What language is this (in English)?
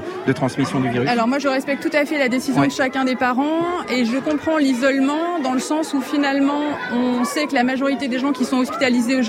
French